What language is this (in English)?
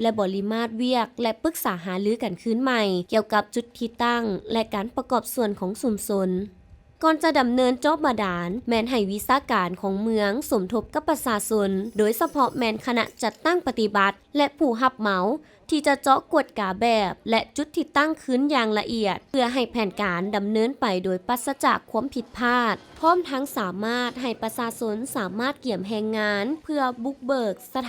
Lao